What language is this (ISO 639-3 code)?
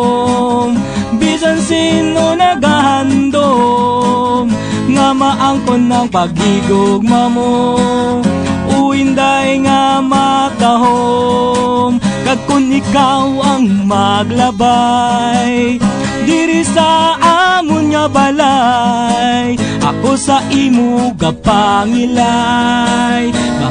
hil